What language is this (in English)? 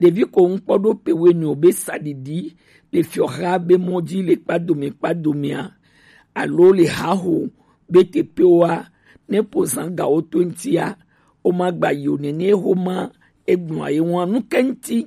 Gen